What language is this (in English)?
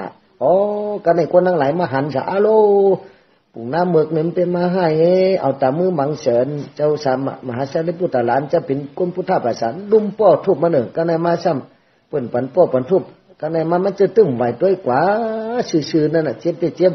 Shan